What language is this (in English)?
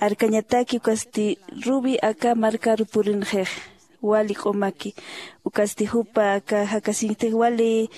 Aymara